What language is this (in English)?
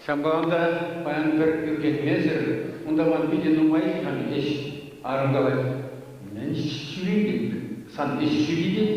Chuvash